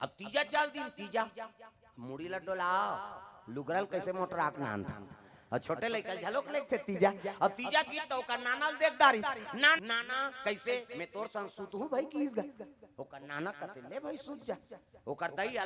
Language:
Chhattisgarhi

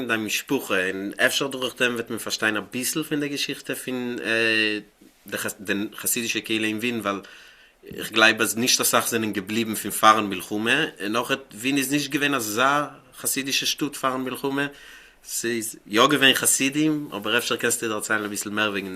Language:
Yiddish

